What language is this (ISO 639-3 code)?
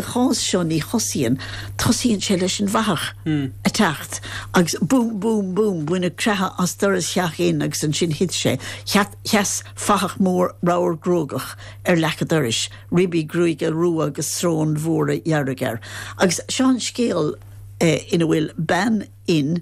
gle